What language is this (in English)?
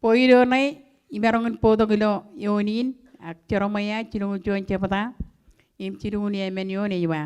Marshallese